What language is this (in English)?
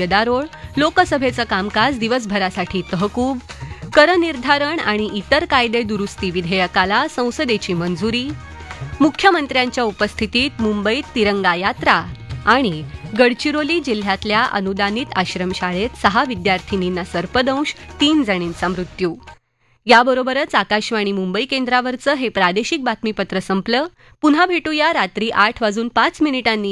Marathi